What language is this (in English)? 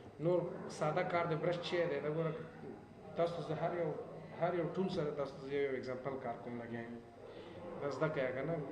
Pashto